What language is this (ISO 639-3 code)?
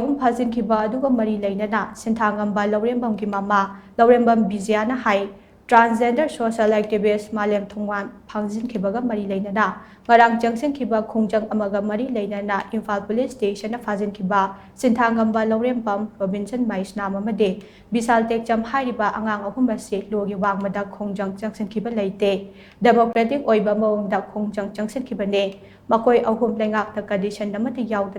mni